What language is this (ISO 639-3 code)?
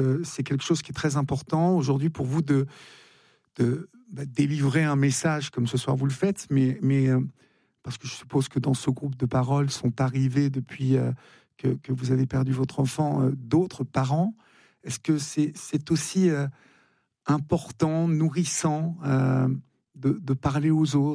fra